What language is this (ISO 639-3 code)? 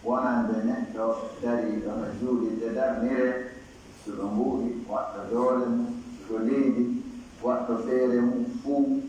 fuf